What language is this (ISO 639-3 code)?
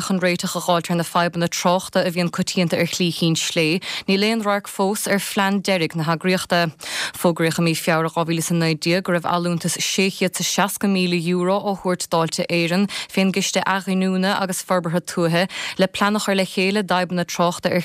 gle